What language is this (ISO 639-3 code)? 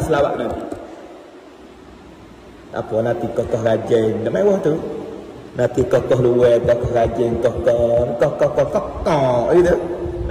msa